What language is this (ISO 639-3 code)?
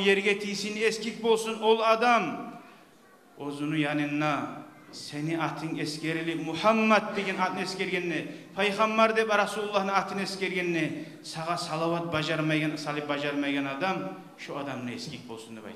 kum